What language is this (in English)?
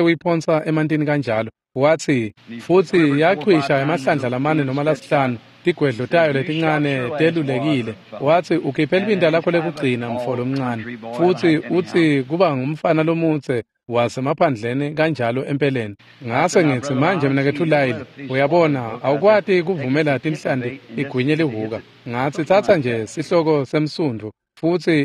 Swati